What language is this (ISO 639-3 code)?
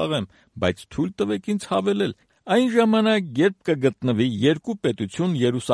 hye